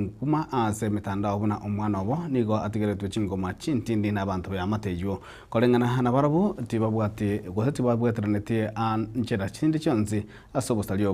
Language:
Gusii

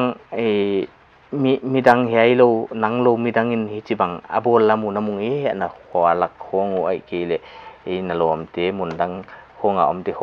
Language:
Paite Chin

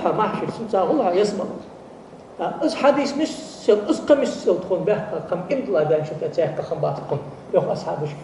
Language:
Ingush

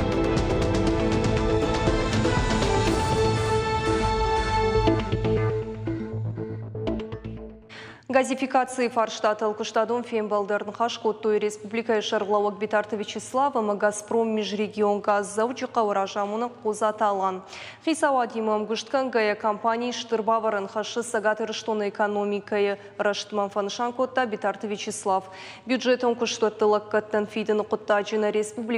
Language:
Ossetic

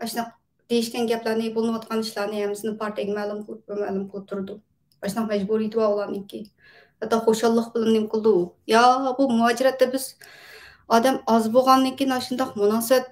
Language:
Uyghur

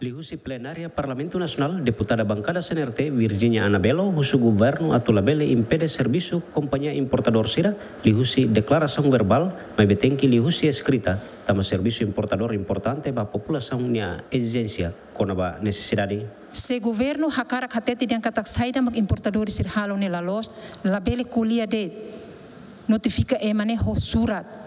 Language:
Tetum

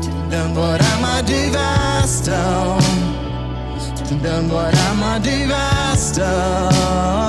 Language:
Plautdietsch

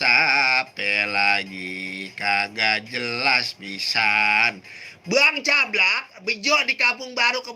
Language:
Betawi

